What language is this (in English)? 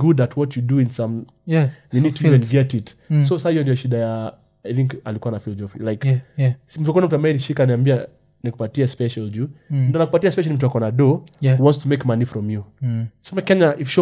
Swahili